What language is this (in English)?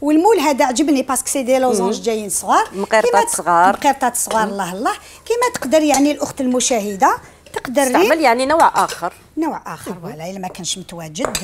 Algerian Arabic